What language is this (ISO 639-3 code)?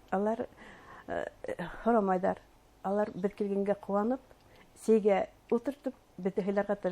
bak